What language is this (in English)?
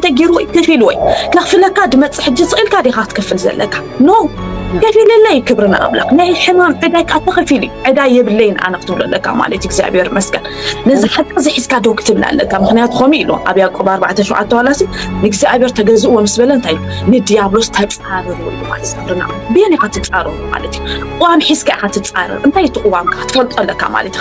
Tigrinya